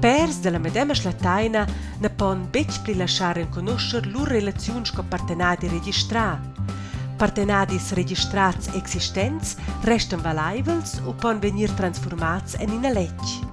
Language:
Romansh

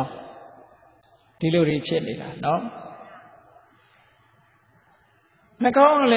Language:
Burmese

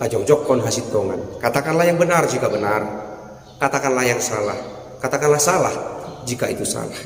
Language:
Batak Toba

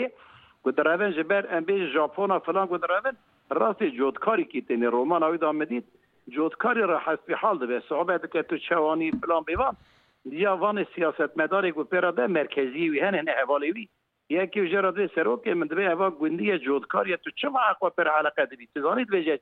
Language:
Kurdish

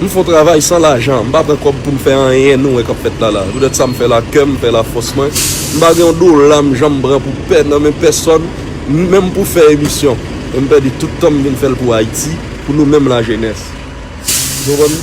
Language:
Haitian Creole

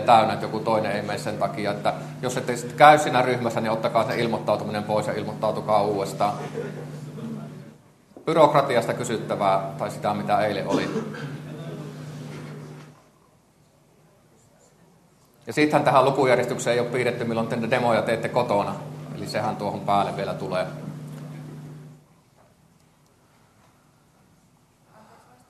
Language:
Finnish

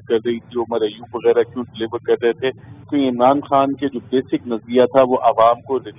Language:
Urdu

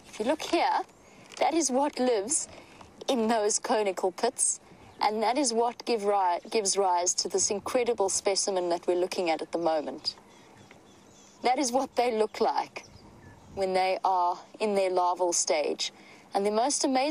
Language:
English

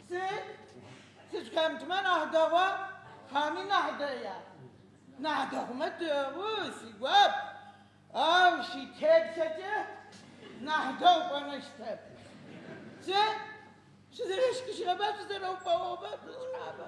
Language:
Adyghe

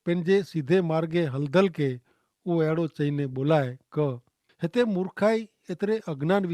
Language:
Kachhi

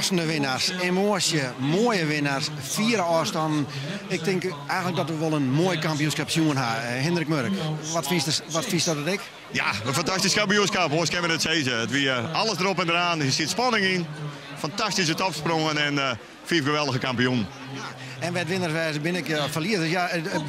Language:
Western Frisian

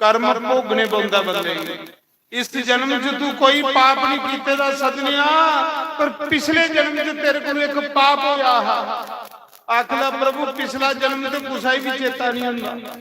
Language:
Dogri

